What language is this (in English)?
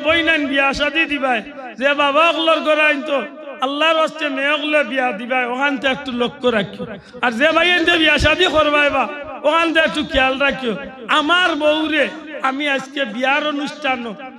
Sylheti